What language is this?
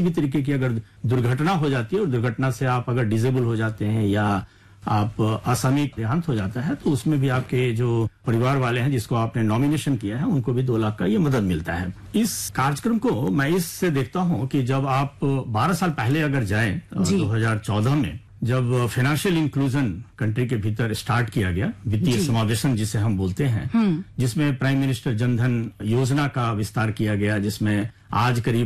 Hindi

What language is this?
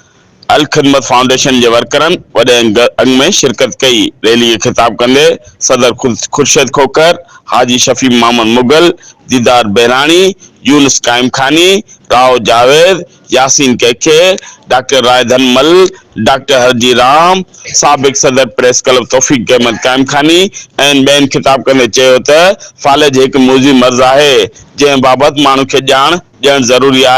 Sindhi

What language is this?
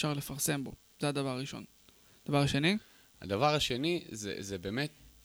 Hebrew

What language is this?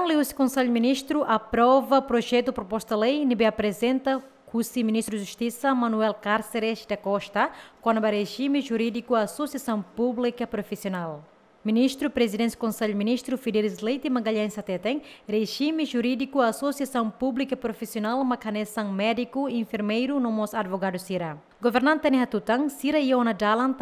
Tetum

